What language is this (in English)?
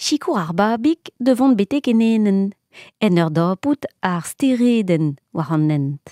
Breton